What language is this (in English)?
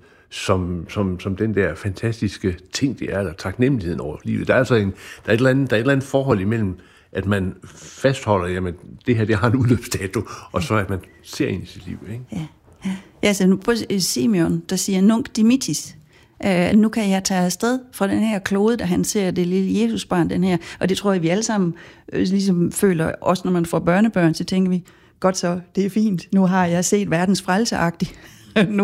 Danish